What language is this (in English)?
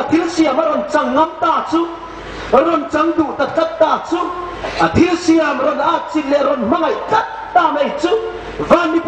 Hmar